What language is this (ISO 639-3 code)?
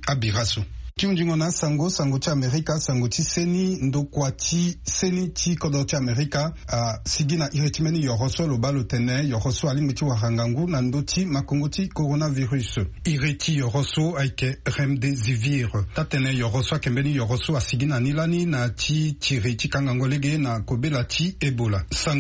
sag